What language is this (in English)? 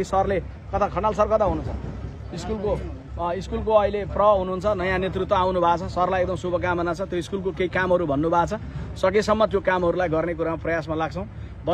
Nepali